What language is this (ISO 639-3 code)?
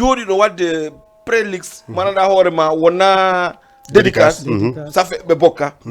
ful